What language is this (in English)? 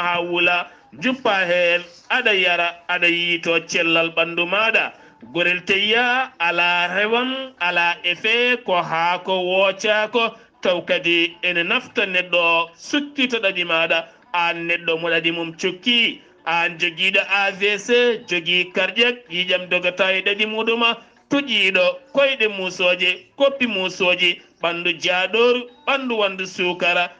Fula